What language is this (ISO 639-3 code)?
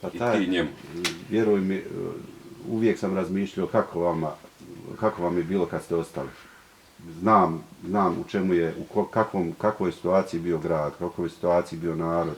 bos